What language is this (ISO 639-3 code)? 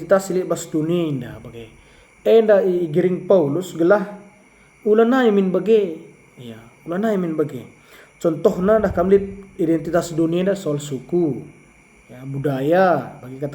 btx